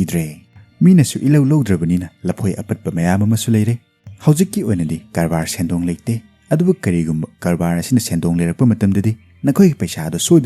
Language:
Manipuri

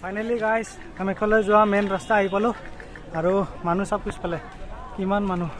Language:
Assamese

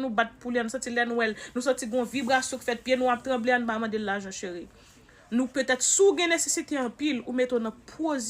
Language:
Haitian Creole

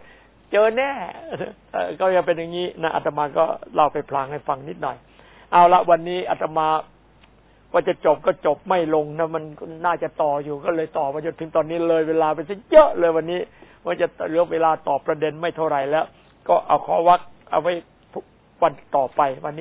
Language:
Thai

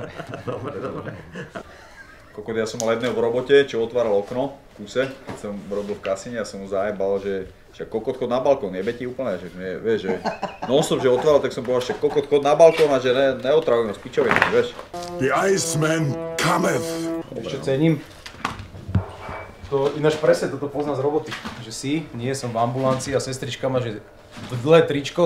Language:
Slovak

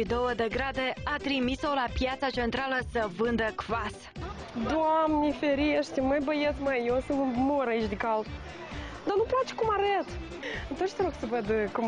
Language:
Romanian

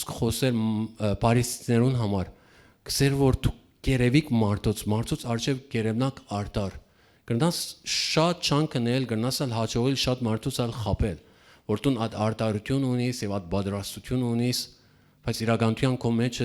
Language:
Western Armenian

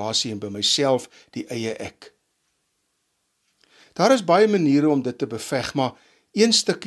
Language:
Afrikaans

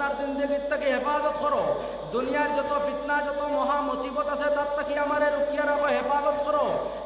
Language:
Sylheti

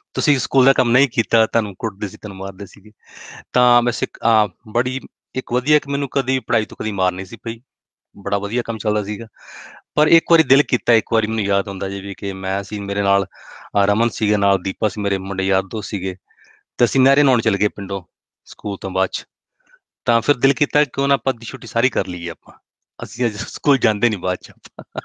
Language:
Punjabi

